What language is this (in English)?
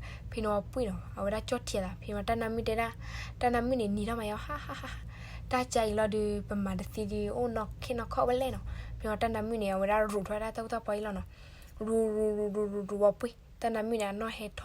S'gaw Karen